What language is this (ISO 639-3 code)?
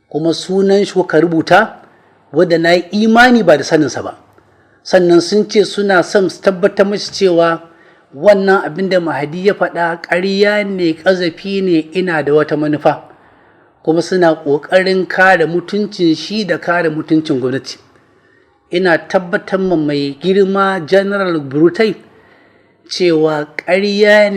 hau